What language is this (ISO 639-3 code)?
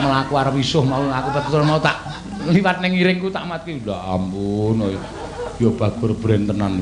jav